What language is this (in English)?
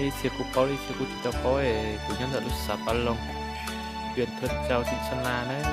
Hmong